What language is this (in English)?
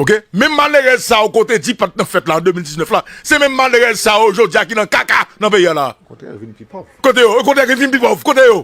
Haitian Creole